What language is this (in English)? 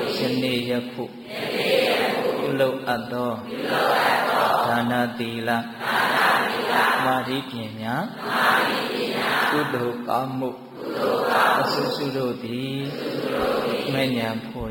Burmese